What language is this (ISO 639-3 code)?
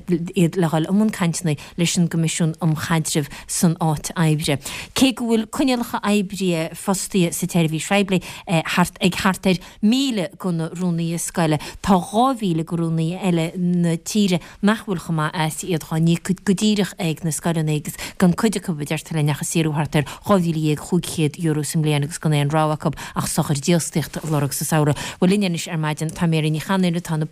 gle